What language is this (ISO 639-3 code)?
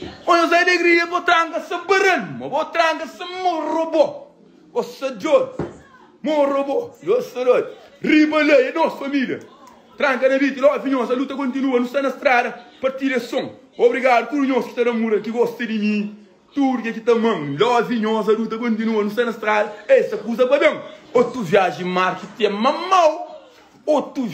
kea